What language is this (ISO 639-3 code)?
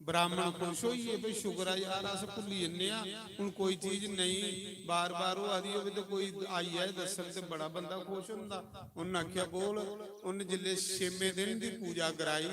doi